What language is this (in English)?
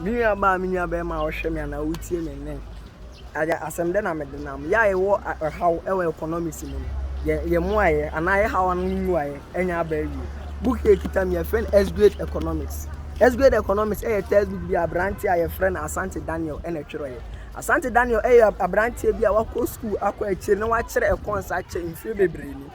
Akan